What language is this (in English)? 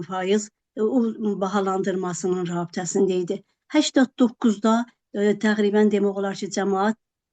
South Azerbaijani